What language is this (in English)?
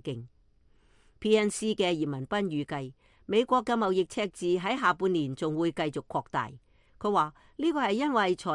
Cantonese